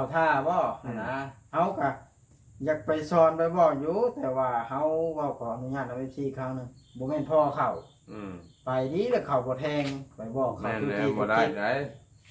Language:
Lao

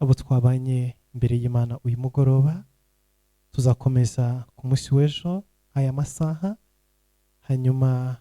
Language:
Kinyarwanda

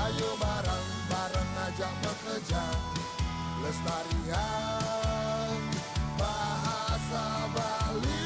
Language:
Balinese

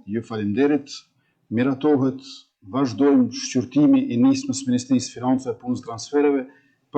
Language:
Albanian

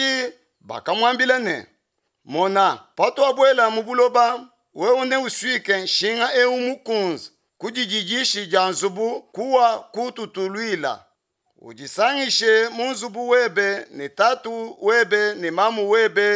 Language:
Luba-Lulua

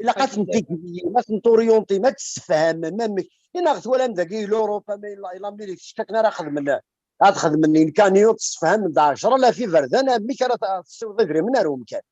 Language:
Kabyle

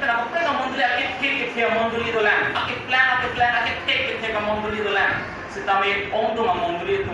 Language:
Karbi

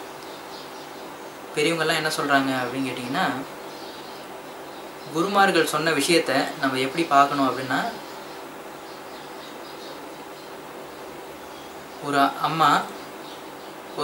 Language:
Tamil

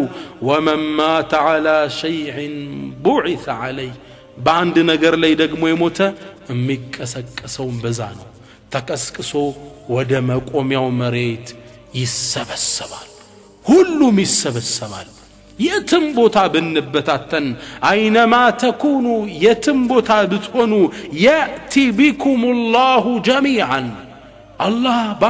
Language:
Amharic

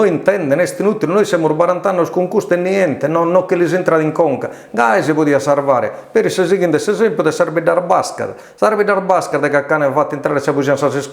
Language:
Sardinian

